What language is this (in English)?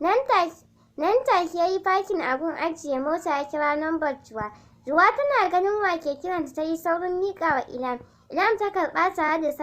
Hausa